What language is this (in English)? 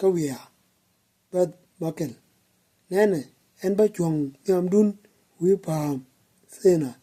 Nuer